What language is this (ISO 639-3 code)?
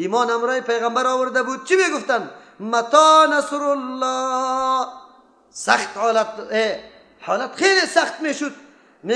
fas